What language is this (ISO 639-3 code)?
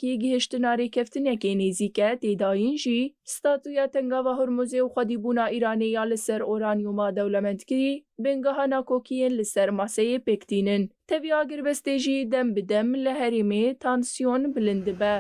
kur